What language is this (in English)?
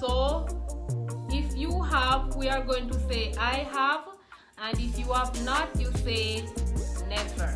Jamaican Creole English